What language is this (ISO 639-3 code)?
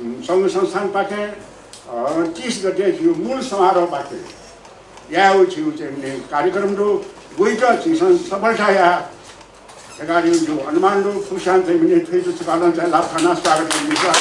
new